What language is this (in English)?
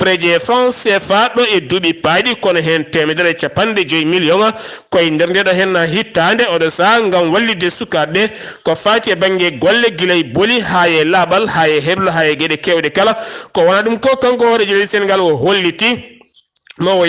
Fula